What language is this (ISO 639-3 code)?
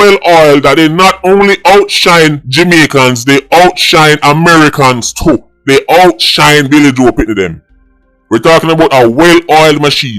jam